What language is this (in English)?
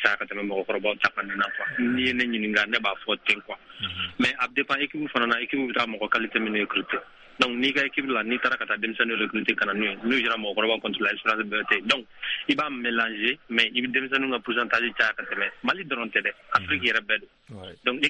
Bambara